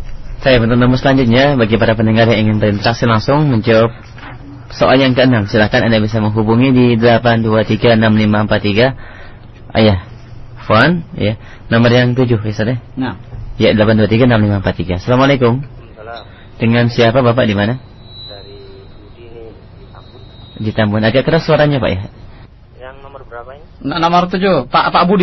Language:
Indonesian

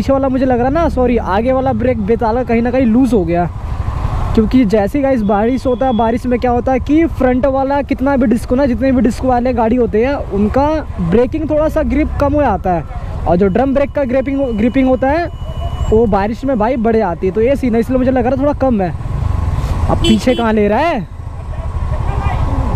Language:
Hindi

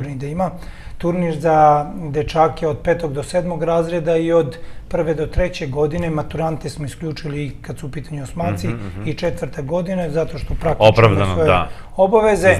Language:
Serbian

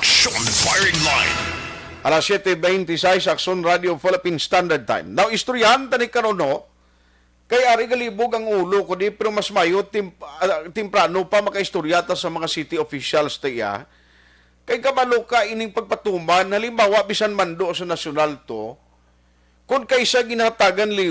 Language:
Hiligaynon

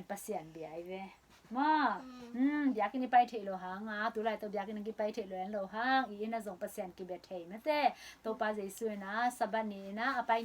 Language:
Tedim Chin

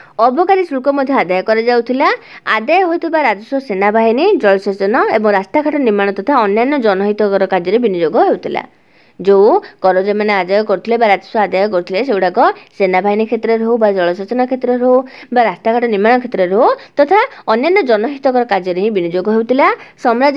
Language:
Odia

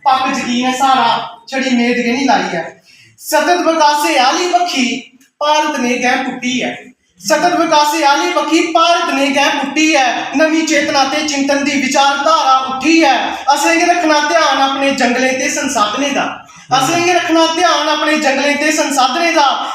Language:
Dogri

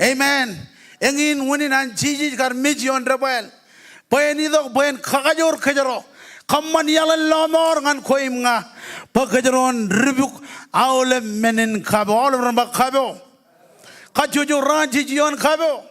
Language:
Marshallese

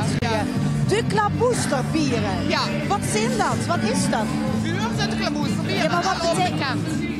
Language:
Limburgish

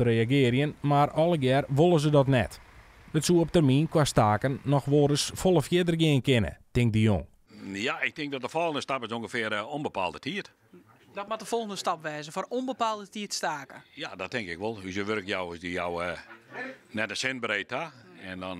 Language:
Western Frisian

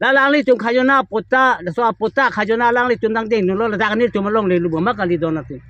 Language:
Karbi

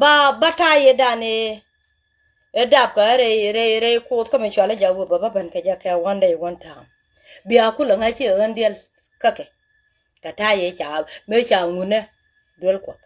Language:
Nuer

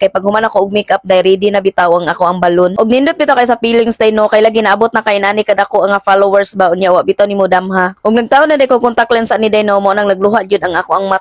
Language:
Cebuano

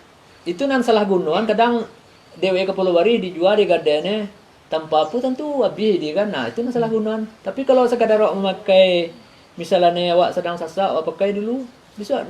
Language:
Minangkabau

